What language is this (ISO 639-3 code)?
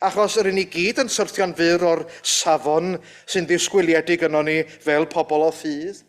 cym